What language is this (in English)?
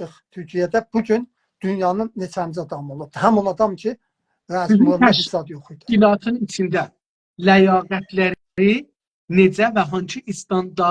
South Azerbaijani